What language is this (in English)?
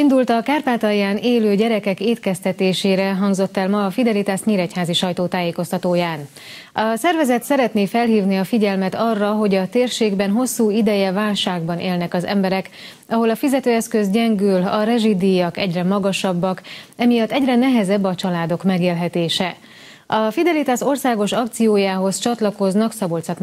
Hungarian